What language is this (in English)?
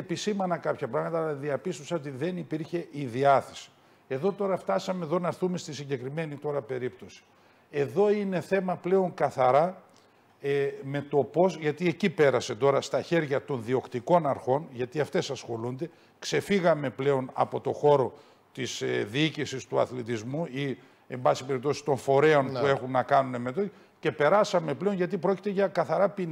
Greek